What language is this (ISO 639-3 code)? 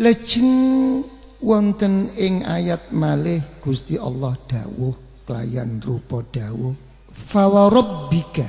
jav